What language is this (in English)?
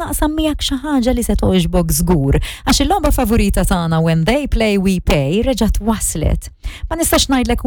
Maltese